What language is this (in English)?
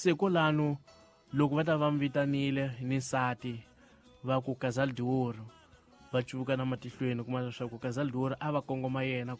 Tsonga